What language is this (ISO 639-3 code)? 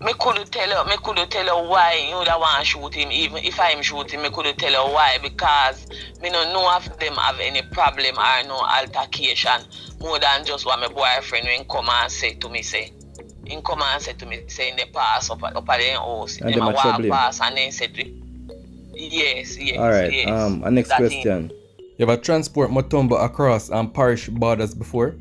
jam